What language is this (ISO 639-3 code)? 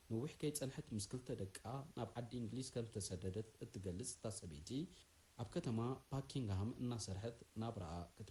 tir